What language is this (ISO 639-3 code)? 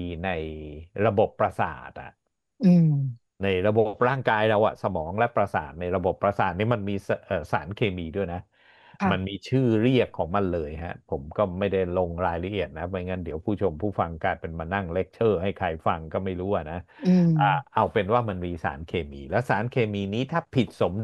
tha